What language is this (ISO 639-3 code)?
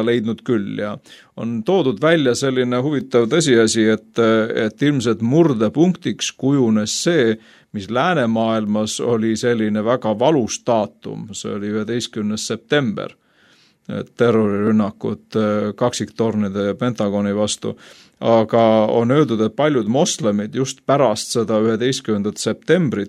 est